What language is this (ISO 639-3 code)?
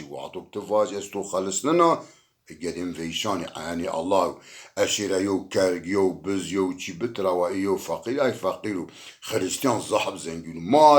zza